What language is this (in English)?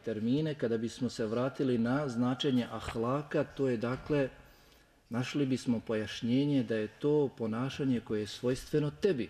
Bosnian